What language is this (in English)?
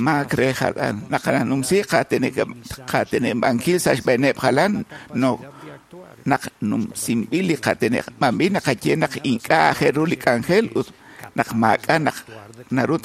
Kekchí